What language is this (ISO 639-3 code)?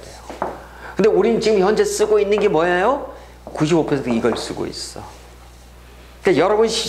kor